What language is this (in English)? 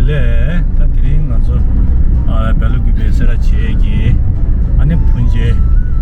Tibetan